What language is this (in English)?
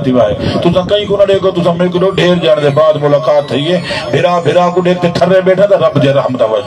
Saraiki